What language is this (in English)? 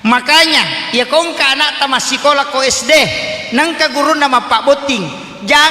Buginese